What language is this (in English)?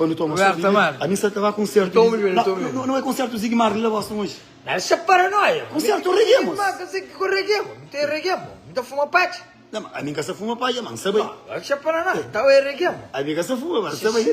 Kabuverdianu